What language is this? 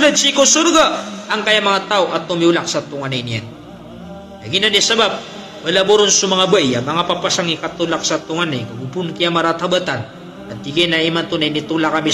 Maranao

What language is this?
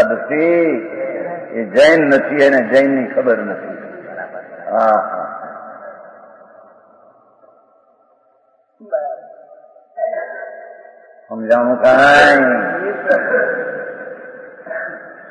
Gujarati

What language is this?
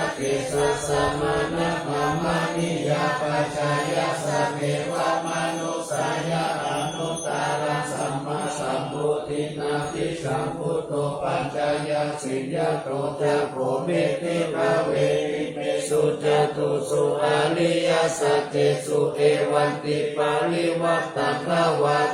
Pali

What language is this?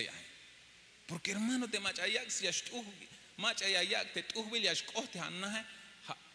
Tzeltal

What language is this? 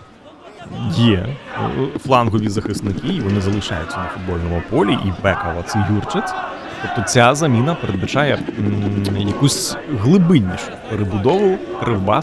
Ukrainian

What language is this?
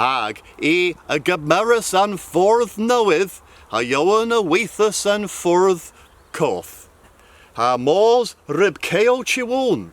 Cornish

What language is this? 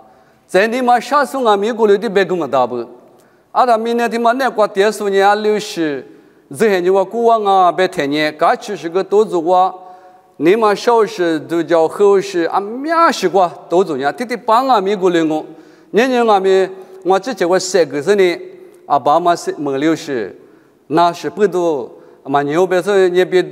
Lisu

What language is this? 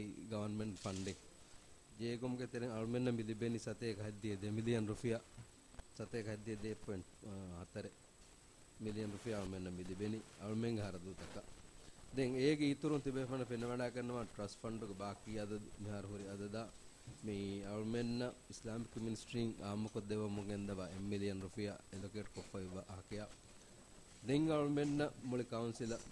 Divehi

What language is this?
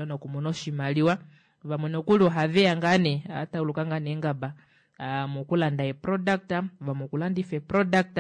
Kuanyama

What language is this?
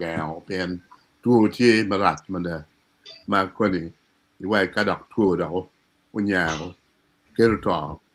Acoli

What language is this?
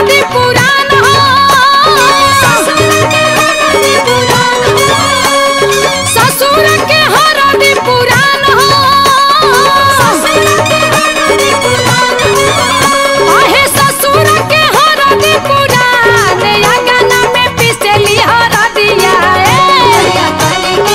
Bhojpuri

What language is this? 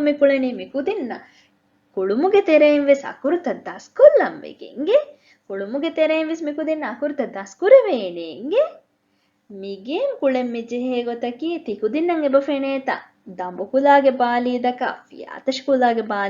Divehi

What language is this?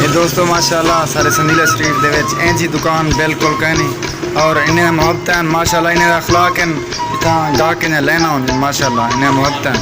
Saraiki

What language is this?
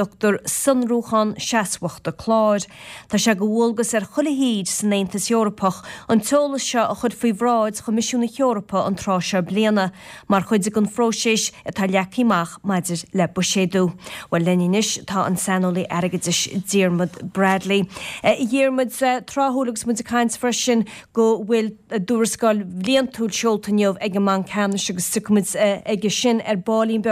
Irish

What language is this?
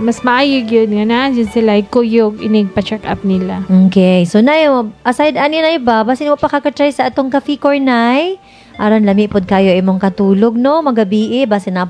Cebuano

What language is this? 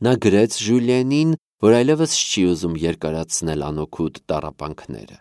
Armenian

